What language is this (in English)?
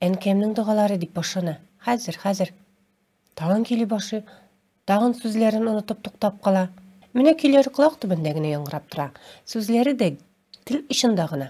Tatar